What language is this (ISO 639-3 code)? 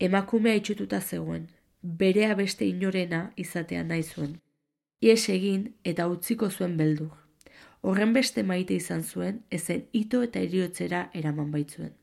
eus